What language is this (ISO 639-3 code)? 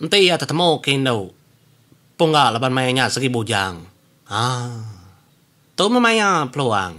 iba